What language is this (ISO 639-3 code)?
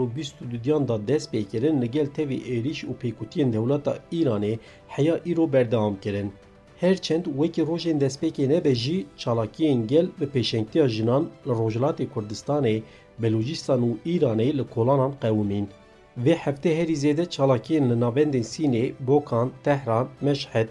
kur